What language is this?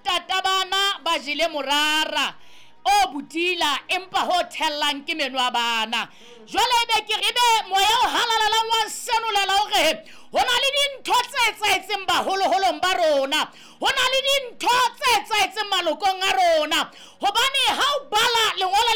Southern Sotho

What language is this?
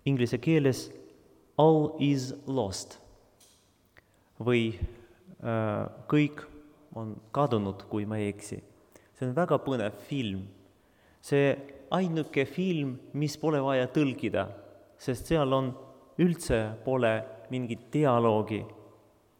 Estonian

